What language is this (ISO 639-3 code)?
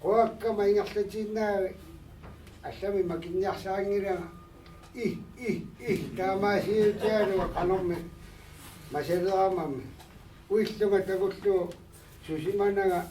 kal